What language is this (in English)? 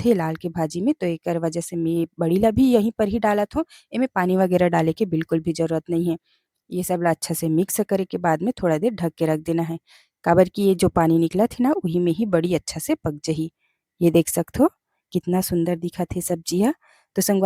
Chhattisgarhi